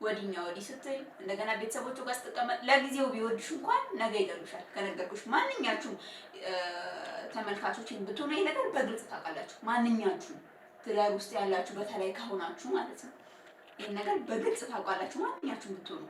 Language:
Amharic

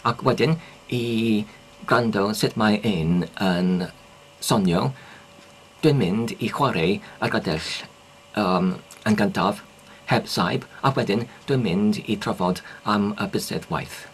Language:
Welsh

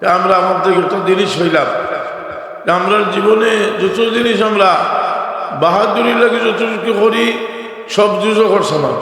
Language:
Sylheti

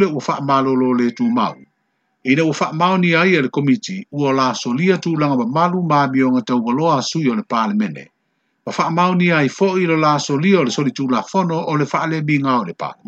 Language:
Samoan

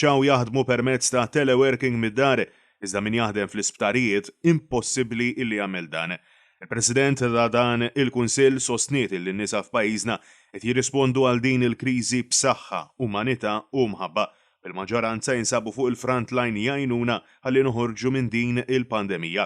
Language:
Maltese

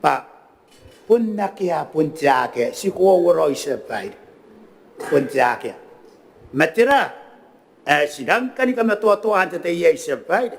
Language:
Gilbertese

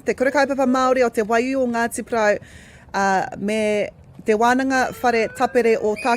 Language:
Māori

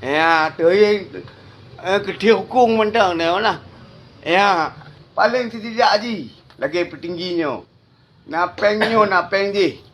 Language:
Achinese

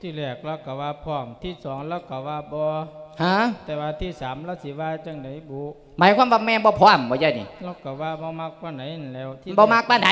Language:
Lao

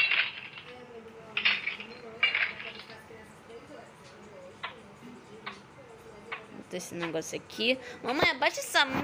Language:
Portuguese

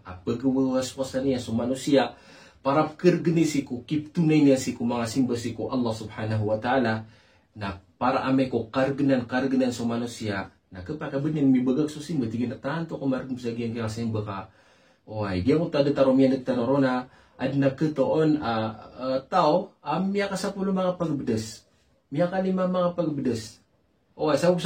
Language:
Maranao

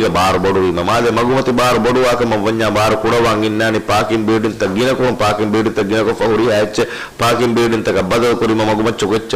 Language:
Divehi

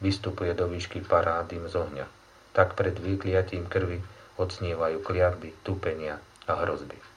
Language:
Slovak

